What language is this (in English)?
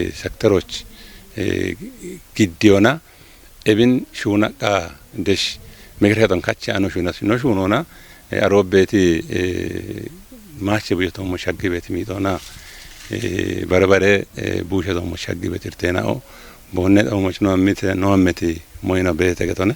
Kafa